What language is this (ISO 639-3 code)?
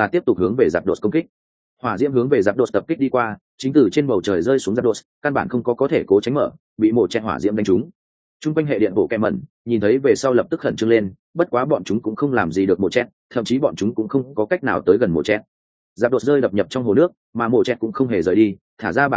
vie